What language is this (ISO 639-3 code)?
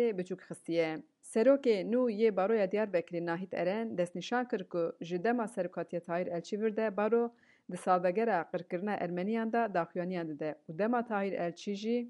kur